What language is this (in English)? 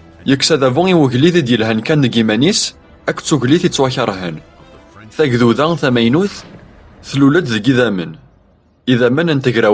Kabyle